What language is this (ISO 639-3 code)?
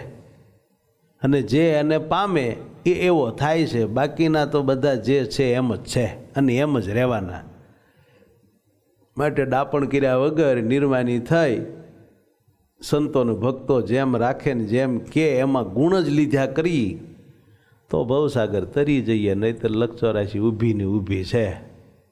guj